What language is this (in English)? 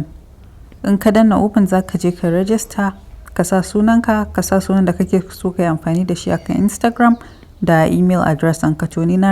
Hausa